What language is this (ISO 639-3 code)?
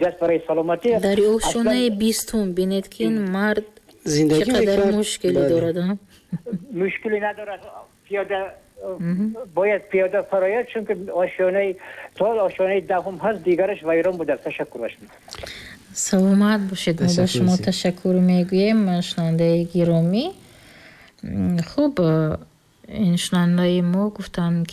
tgk